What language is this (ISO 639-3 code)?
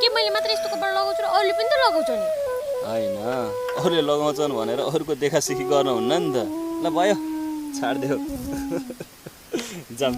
nep